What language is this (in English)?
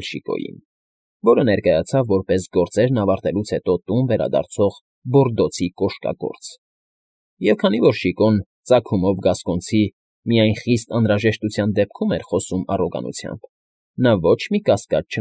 Armenian